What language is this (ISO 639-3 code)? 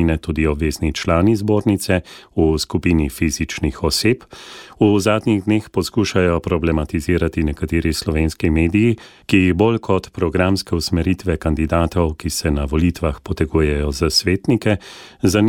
slv